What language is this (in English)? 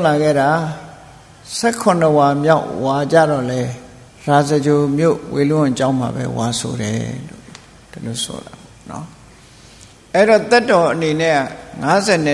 Burmese